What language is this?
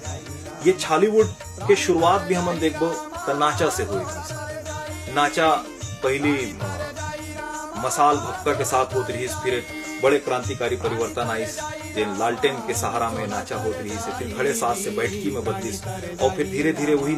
Chhattisgarhi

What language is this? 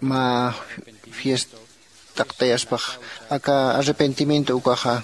Aymara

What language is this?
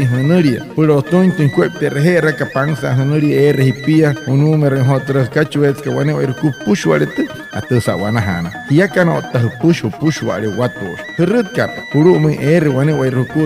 Wayuu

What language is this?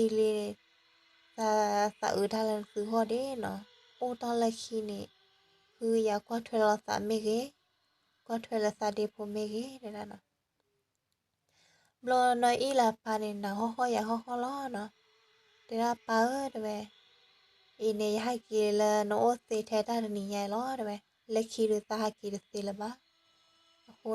S'gaw Karen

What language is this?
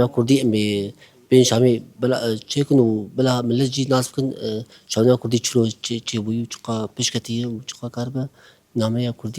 Kurdish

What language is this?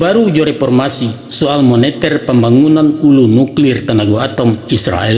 Minangkabau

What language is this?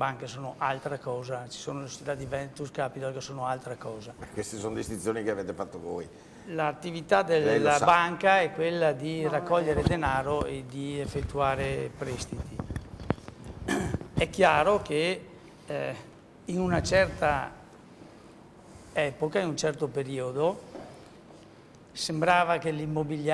Italian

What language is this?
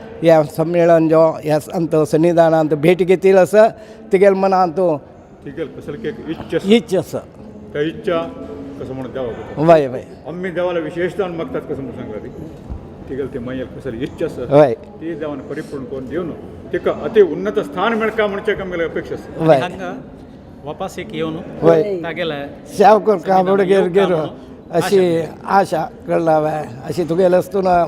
Konkani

